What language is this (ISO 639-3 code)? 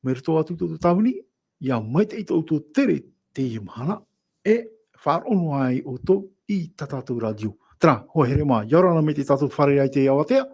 tah